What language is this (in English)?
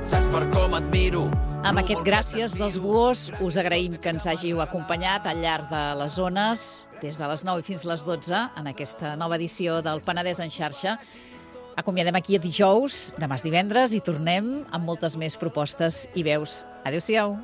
Catalan